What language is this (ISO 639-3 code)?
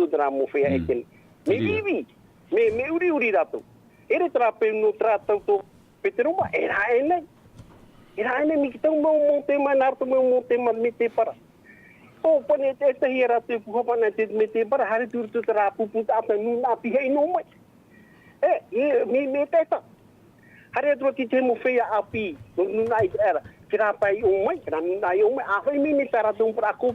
tah